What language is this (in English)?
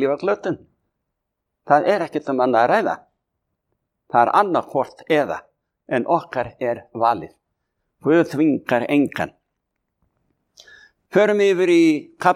Icelandic